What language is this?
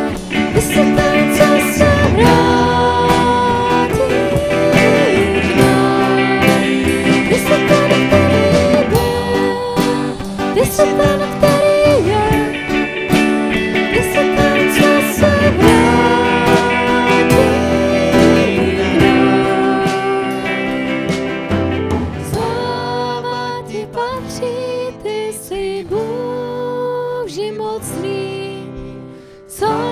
Czech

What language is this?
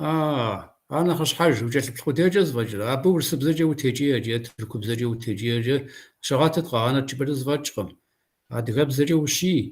Kabardian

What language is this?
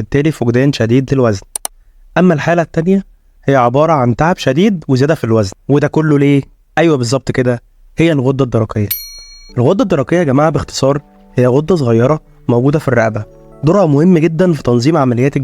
Egyptian Arabic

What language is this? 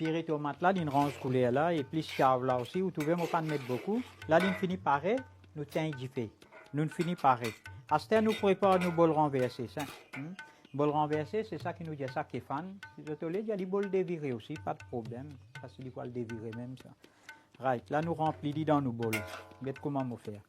Morisyen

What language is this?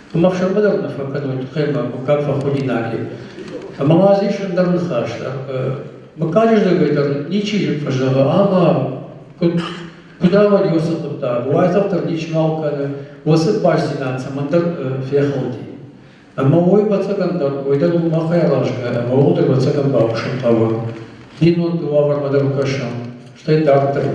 Ossetic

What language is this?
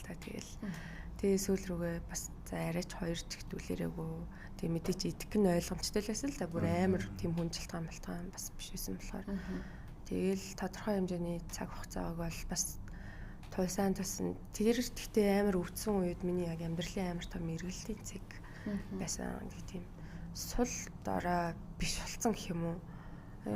Mongolian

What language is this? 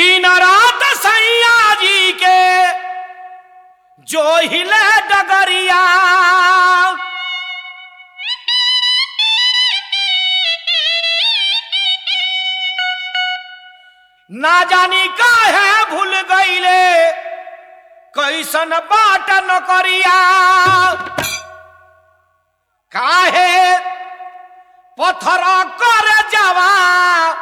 Bhojpuri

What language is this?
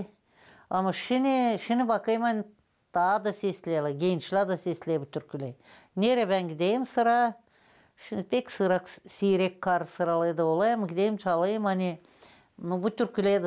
Gagauz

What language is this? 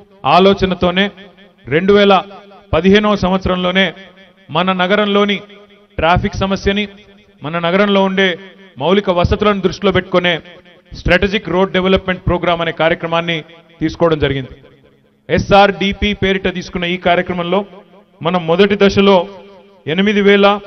Telugu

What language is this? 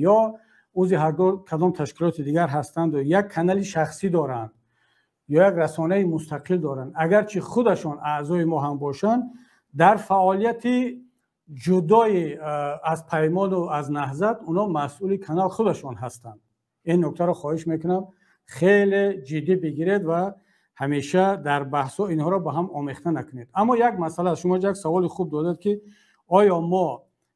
Tajik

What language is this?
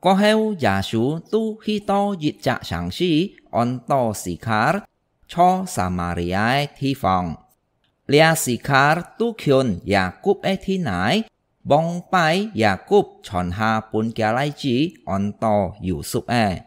Hakka Chinese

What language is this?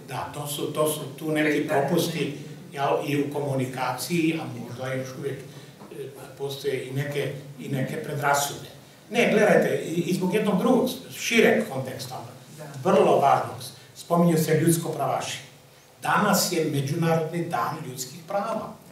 Croatian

